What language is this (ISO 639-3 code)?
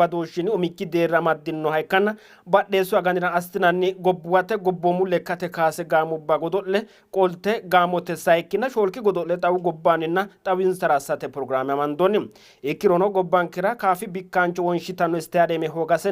sid